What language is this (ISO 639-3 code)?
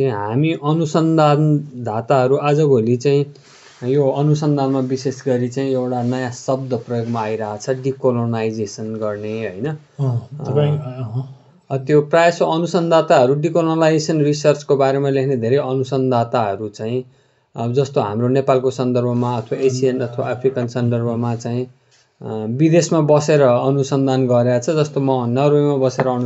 nep